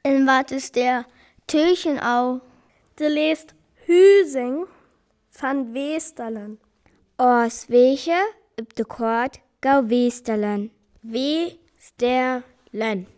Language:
Northern Frisian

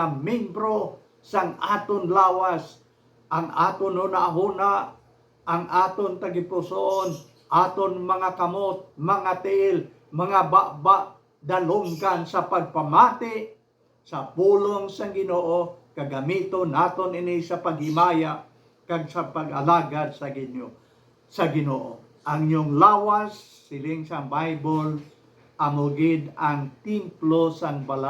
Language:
Hiligaynon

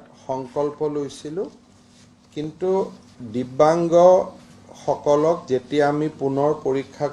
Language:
Assamese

